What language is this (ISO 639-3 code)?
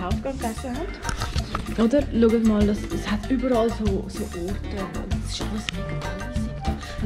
gsw